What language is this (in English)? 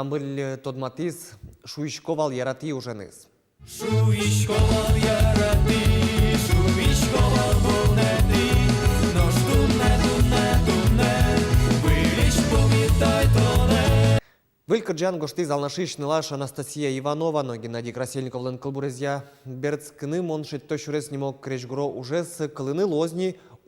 Udmurt